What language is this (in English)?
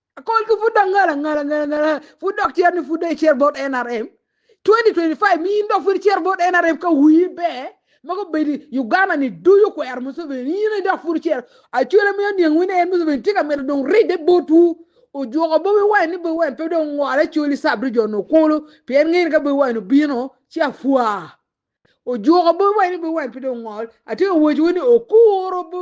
Acoli